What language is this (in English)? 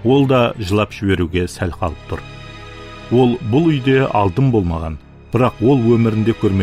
Kara-Kalpak